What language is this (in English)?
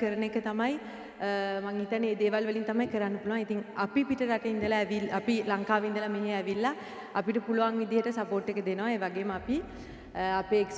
Sinhala